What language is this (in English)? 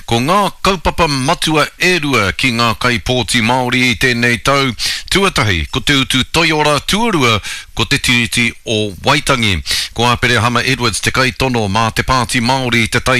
Māori